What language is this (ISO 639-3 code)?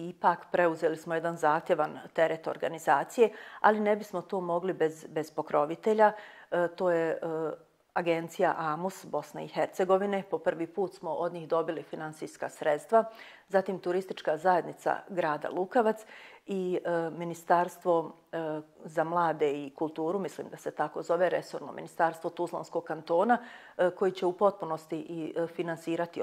bos